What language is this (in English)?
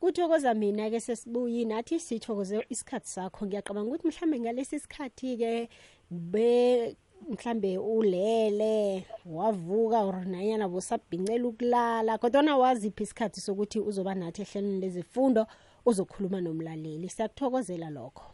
South Ndebele